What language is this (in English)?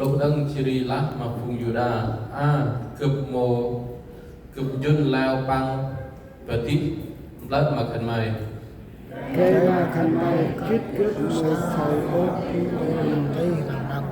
Central Mnong